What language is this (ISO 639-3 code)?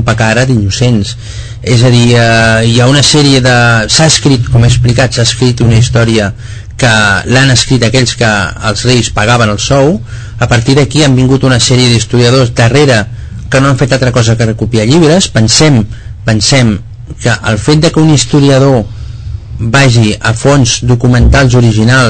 cat